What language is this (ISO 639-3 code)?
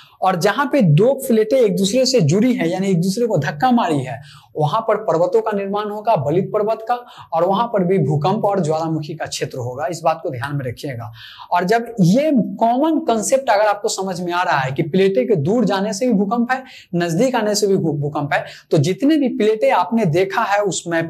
hin